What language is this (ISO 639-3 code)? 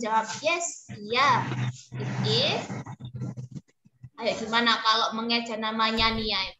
ind